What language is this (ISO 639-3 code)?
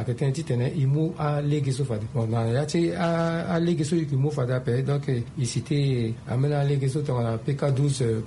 sag